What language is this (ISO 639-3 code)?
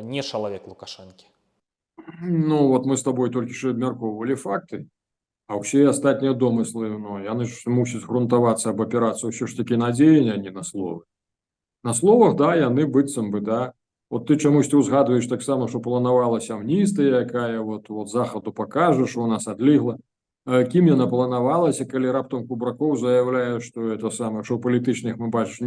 bel